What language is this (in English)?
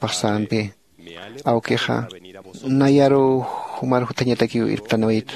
Aymara